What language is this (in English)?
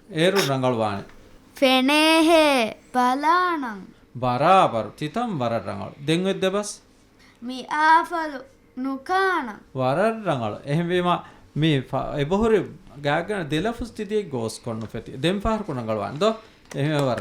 Divehi